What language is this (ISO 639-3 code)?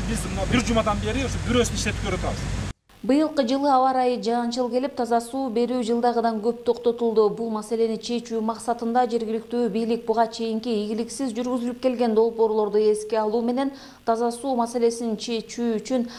kir